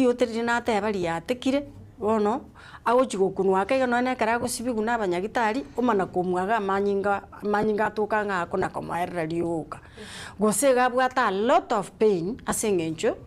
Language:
Gusii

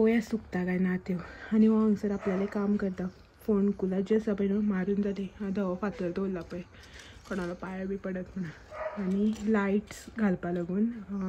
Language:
Konkani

